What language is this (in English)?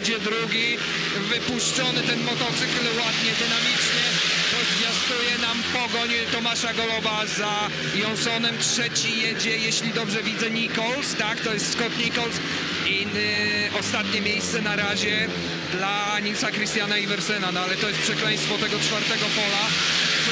Polish